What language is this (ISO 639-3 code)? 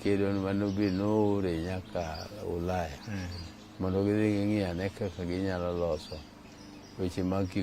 luo